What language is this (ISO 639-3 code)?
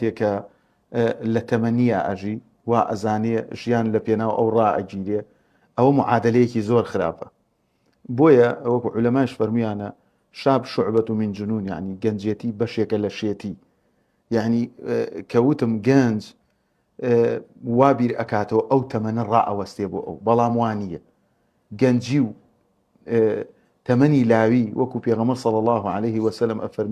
ckb